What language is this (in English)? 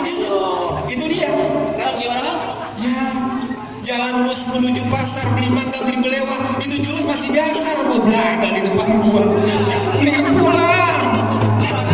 Betawi